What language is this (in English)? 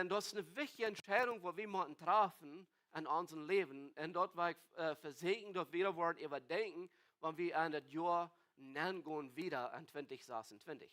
Plautdietsch